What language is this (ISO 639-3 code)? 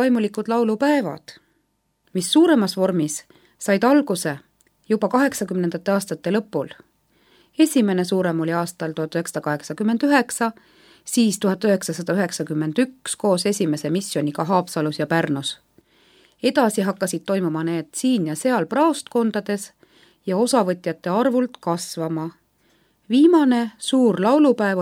est